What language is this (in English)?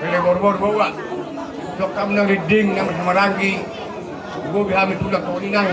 Batak Toba